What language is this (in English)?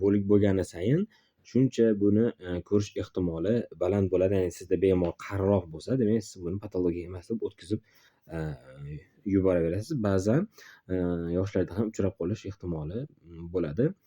Uzbek